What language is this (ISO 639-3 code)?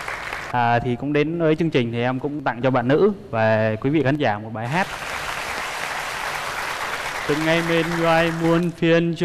vie